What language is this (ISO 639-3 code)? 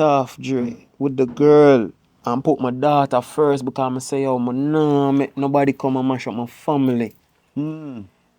jam